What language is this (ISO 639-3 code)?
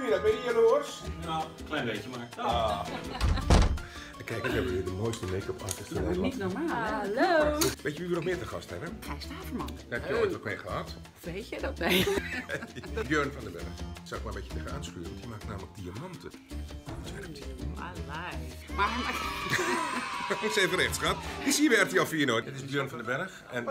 nld